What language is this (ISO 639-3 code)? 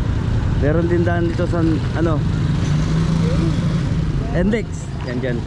fil